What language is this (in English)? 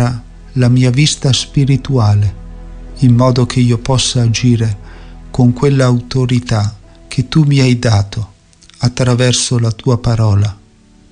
Italian